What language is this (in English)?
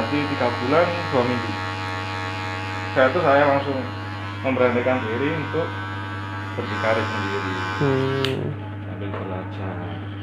Indonesian